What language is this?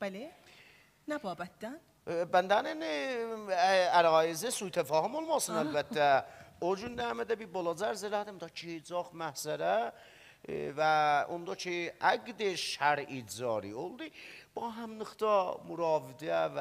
South Azerbaijani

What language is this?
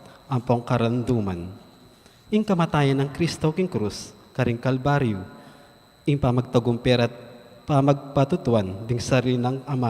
Pampanga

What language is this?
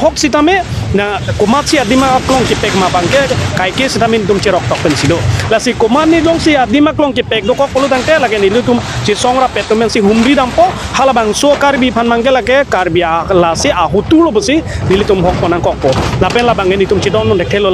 Karbi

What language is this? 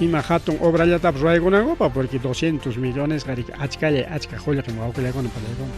Ayacucho Quechua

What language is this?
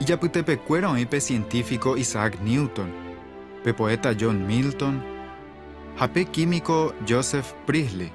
Guarani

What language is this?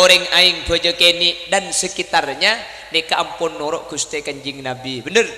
Madurese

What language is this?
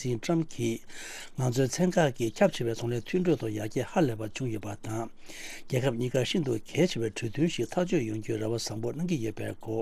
Tibetan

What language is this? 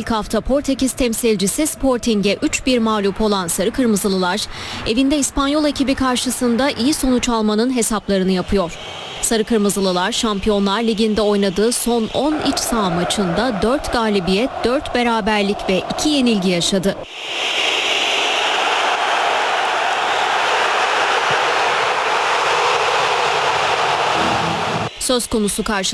Turkish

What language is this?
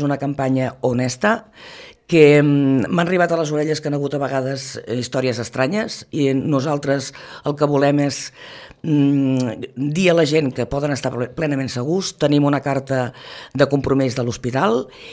Catalan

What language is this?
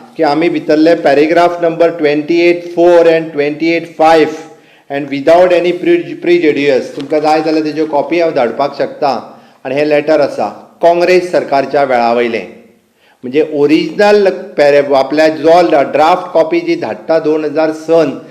Konkani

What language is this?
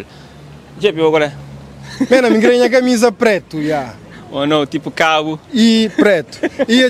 Kabuverdianu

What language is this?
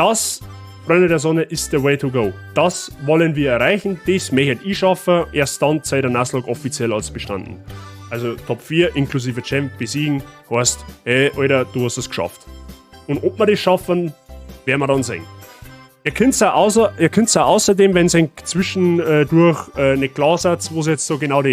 Bavarian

